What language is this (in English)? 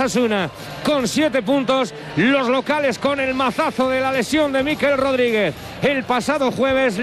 Spanish